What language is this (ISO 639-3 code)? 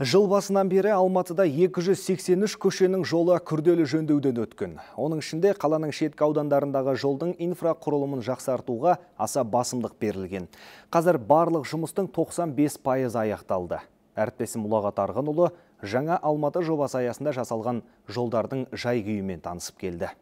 kaz